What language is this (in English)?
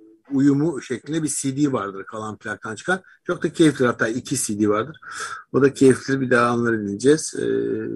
Turkish